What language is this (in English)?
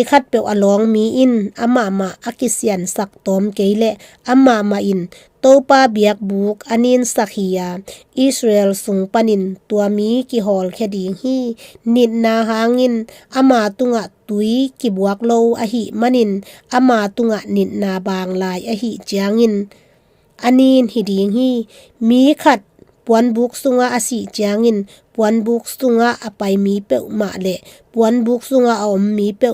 Tedim Chin